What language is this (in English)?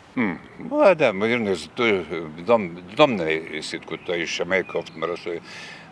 Ossetic